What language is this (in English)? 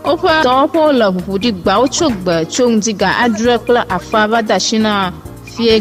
Ewe